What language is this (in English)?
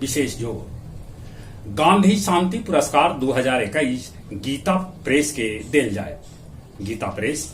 Magahi